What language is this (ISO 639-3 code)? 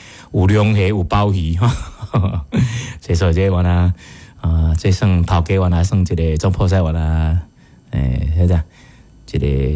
nan